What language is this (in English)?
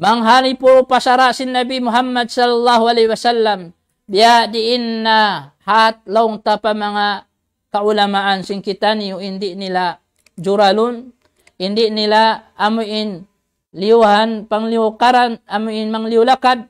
Tausug